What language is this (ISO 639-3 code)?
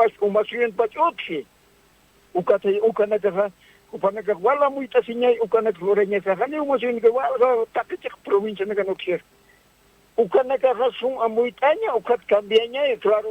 aym